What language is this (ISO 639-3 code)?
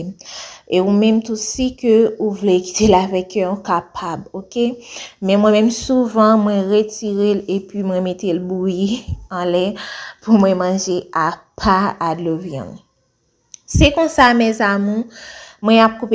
hat